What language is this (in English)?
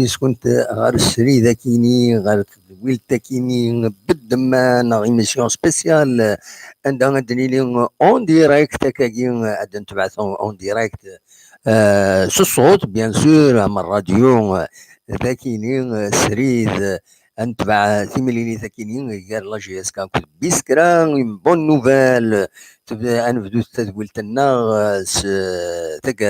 Kabyle